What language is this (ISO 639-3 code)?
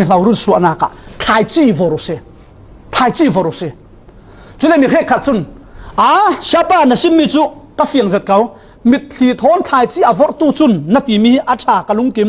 cfm